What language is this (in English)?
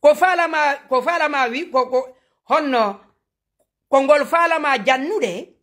Fula